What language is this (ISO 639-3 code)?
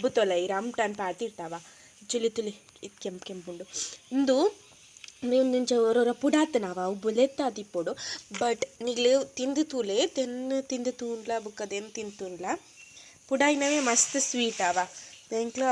tcy